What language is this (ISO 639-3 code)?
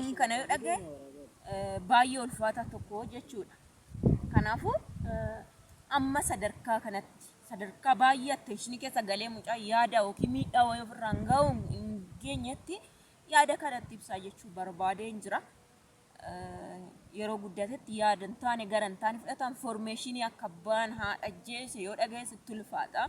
orm